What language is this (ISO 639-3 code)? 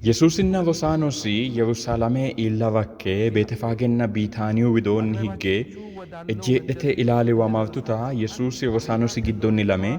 sid